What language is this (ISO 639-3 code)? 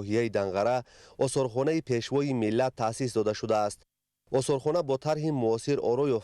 tgk